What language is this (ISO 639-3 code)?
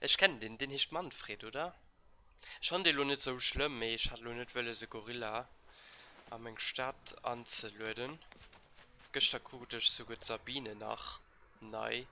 ltz